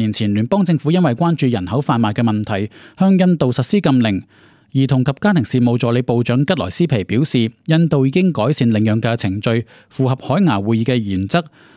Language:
Cantonese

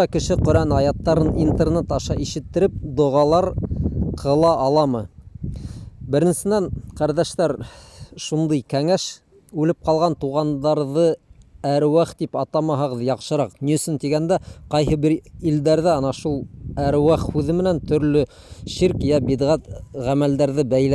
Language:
Bashkir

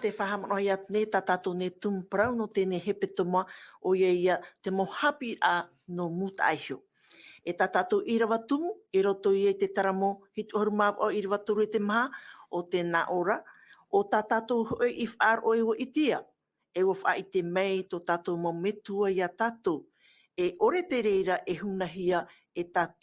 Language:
Tahitian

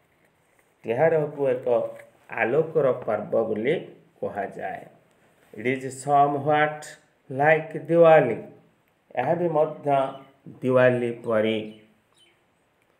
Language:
Odia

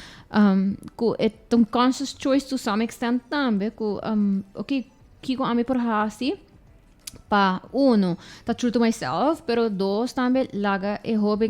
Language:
Papiamento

